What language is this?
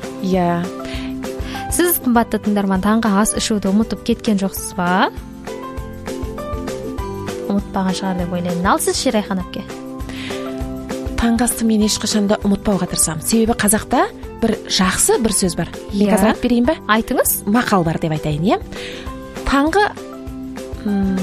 Kazakh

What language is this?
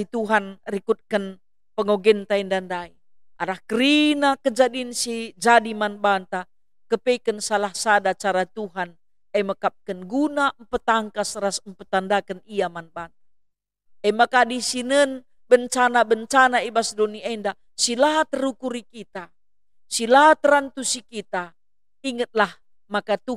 Batak Karo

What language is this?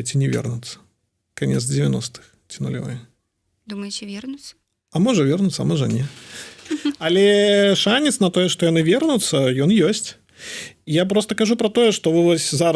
Belarusian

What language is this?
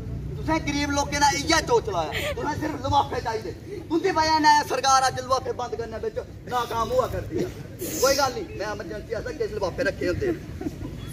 Dogri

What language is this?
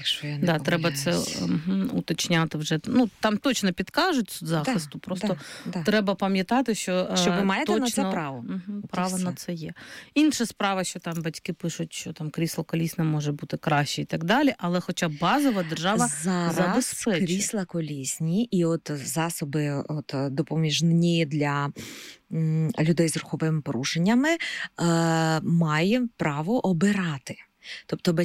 Ukrainian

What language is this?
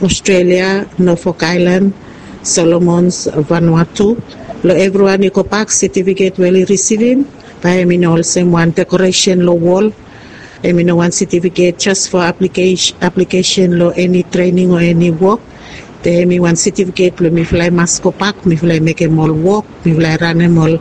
Bislama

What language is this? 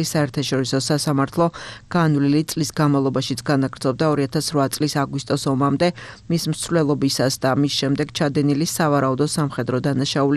Georgian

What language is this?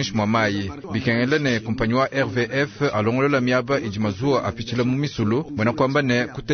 Luba-Lulua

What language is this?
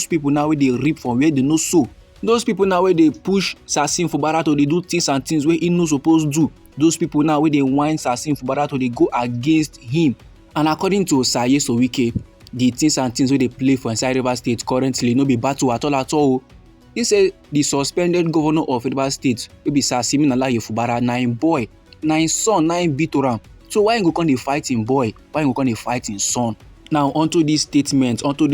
Nigerian Pidgin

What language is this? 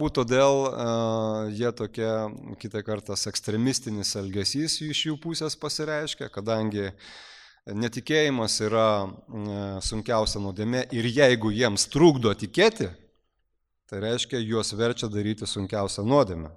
Lithuanian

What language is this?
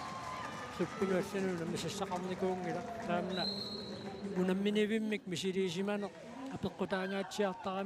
Kalaallisut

